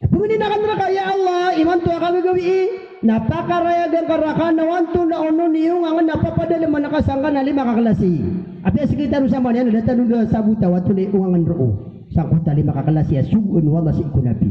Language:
Maranao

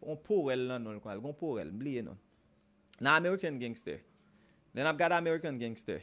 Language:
Haitian Creole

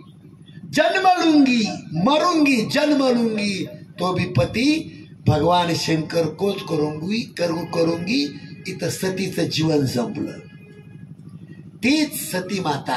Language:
Marathi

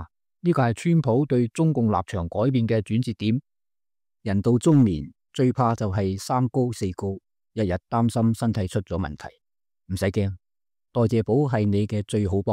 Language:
Cantonese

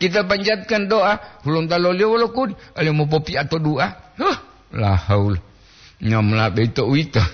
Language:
Gorontalo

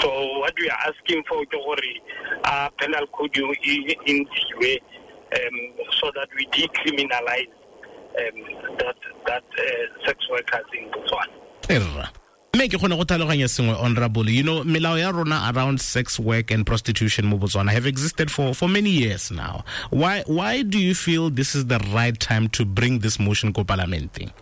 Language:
Tswana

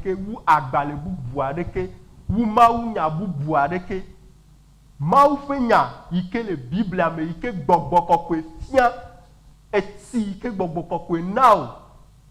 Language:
Ewe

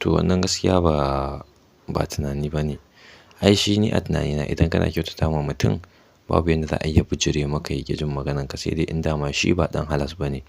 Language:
Hausa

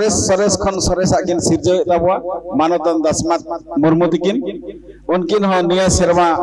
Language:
Santali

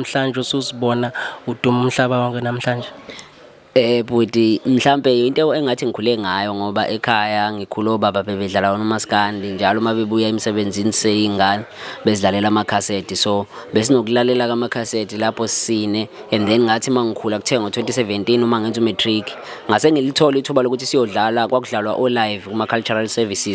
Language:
Zulu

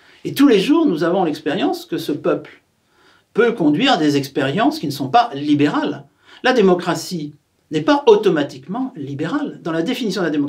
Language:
French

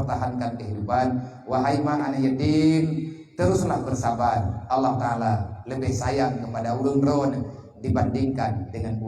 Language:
Achinese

